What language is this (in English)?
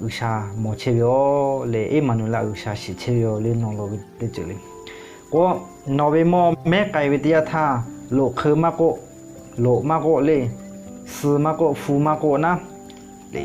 Lahu